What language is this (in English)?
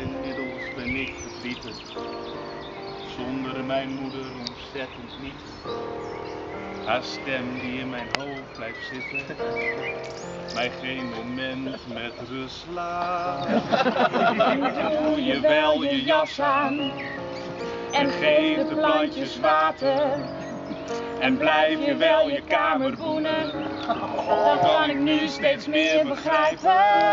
Dutch